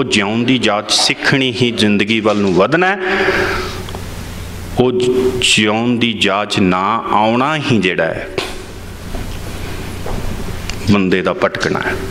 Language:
Punjabi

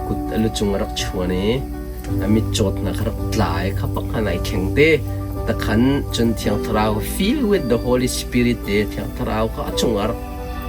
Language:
Hakha Chin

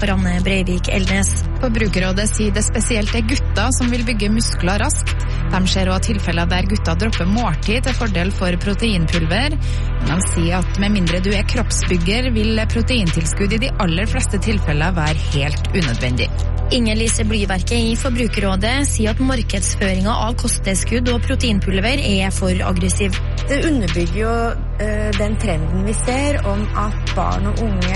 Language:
Norwegian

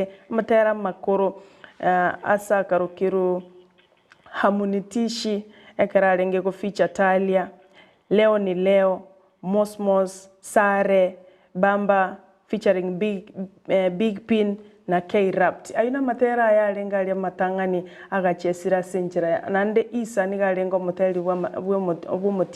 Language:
Gusii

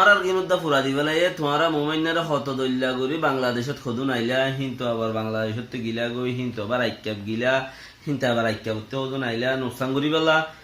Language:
Rohingya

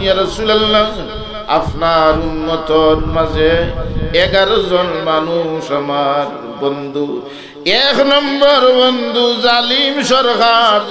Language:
Sylheti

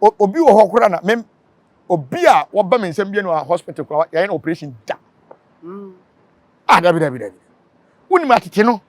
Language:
Akan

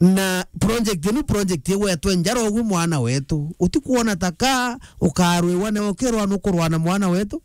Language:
Meru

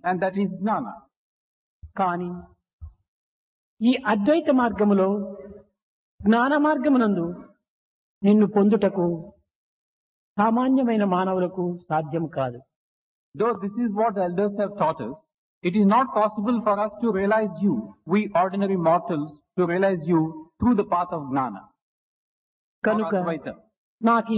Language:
Telugu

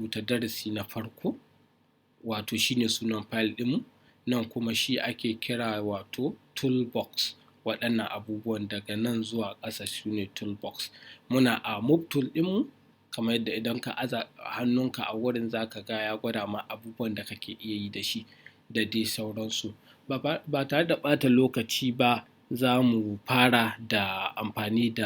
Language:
Hausa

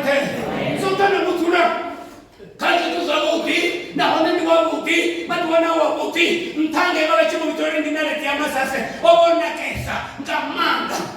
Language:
Venda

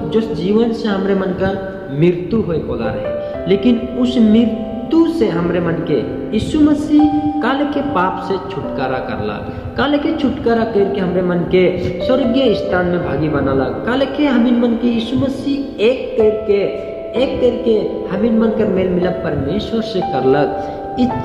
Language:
Sadri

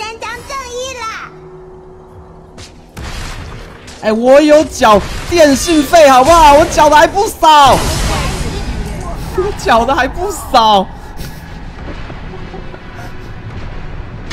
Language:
Chinese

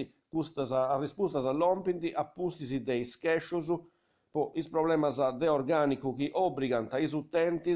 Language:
Sardinian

